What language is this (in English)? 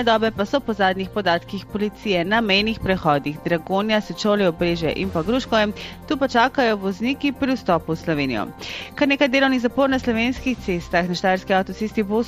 Slovenian